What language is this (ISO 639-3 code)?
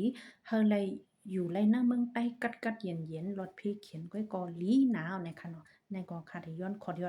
shn